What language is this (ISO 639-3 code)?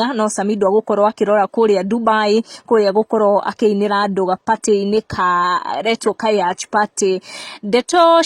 kik